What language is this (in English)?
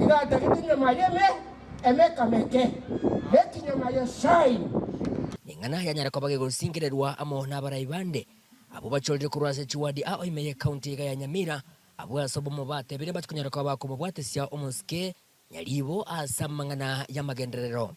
Gusii